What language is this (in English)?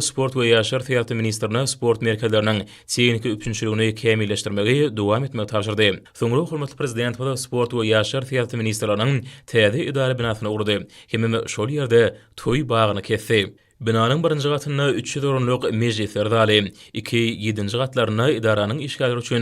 Turkmen